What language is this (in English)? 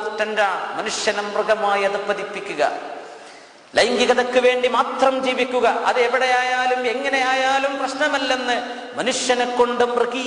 Malayalam